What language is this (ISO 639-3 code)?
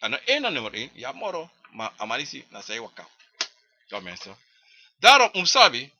srn